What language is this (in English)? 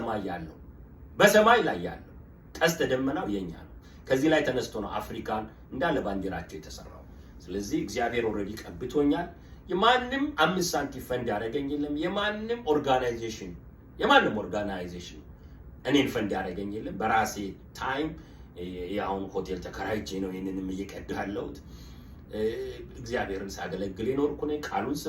Amharic